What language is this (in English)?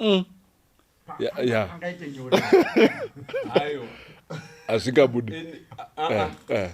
Shona